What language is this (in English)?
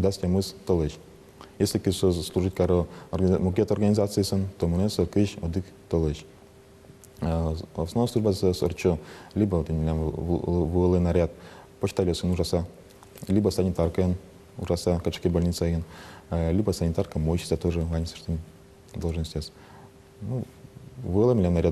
Udmurt